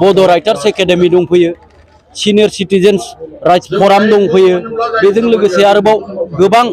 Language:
Bodo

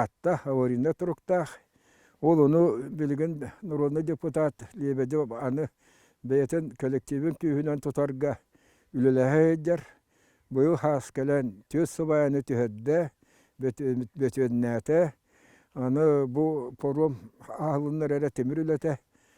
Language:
Yakut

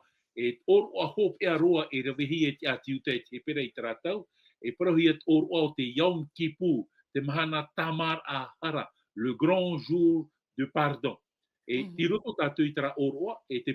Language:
Tahitian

